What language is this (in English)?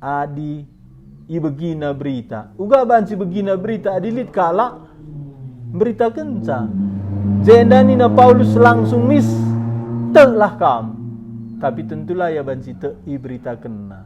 Batak Karo